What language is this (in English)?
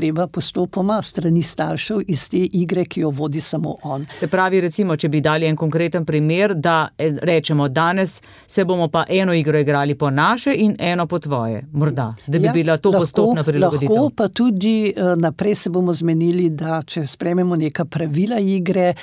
Slovenian